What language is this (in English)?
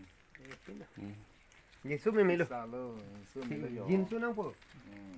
Karbi